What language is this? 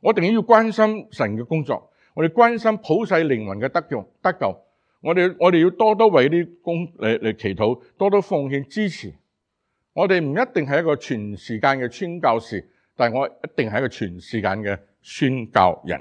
Cantonese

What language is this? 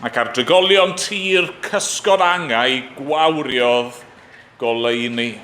Welsh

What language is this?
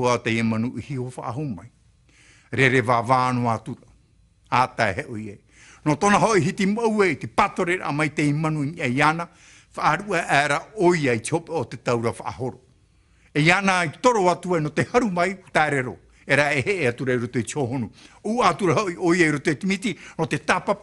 Tahitian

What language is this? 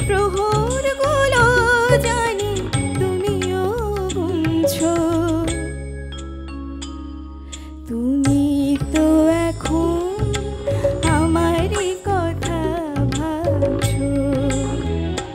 Bangla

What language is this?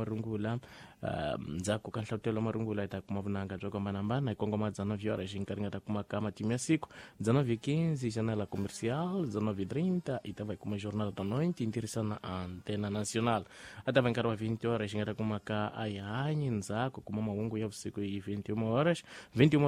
Tsonga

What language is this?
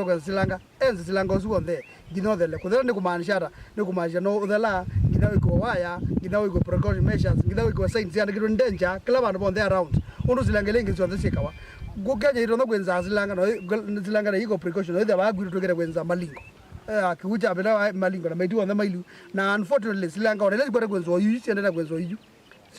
Kamba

